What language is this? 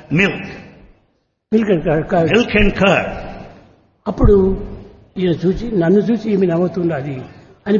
Telugu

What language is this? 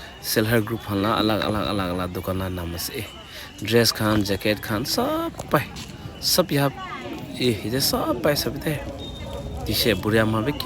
Naga Pidgin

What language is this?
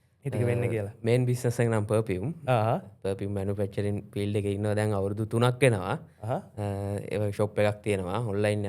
Sinhala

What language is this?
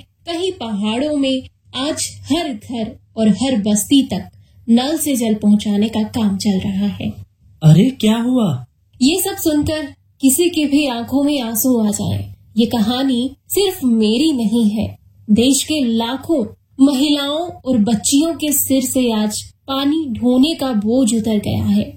Hindi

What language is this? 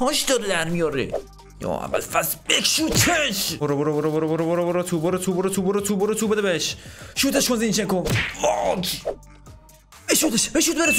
Persian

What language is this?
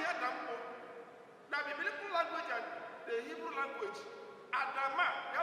Igbo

